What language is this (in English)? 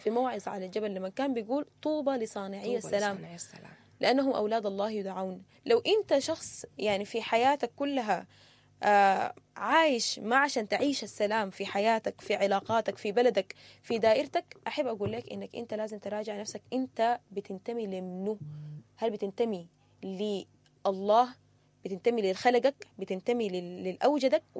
Sudanese Arabic